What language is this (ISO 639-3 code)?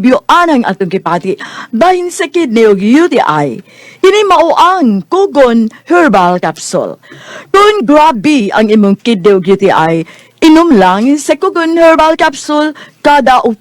ceb